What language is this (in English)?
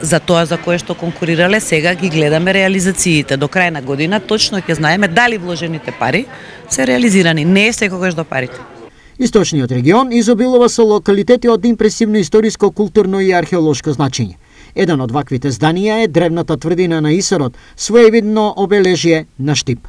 Macedonian